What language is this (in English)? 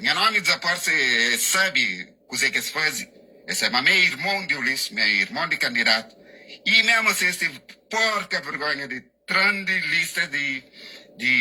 Kabuverdianu